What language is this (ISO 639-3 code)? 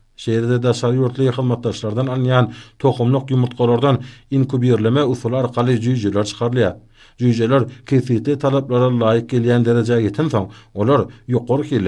tuk